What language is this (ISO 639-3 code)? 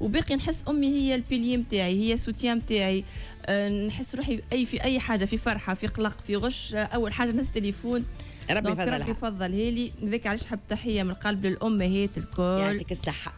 aeb